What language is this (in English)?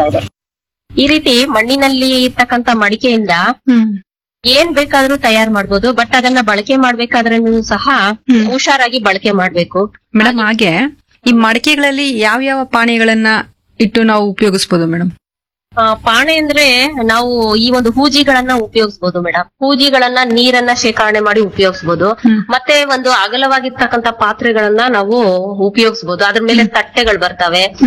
Kannada